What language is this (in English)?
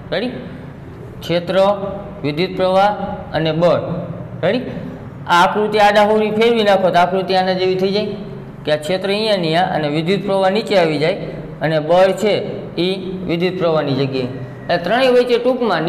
Gujarati